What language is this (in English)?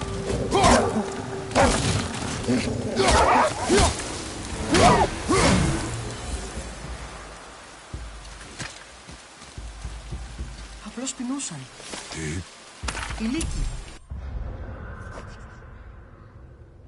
Greek